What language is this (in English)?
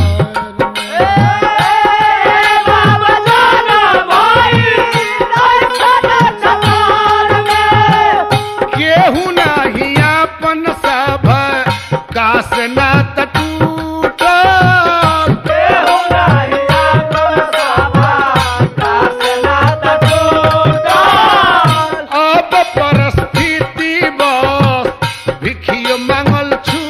Bhojpuri